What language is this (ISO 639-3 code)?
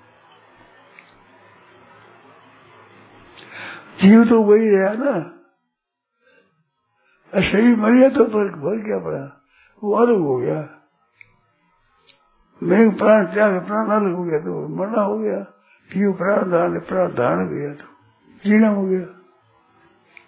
hin